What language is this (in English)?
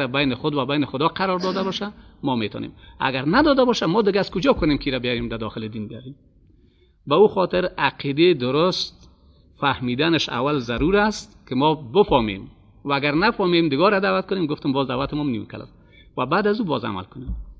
Persian